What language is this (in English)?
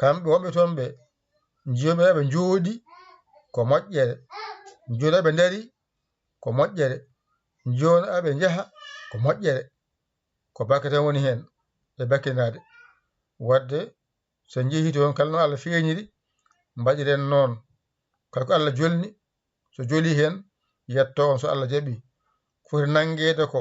Fula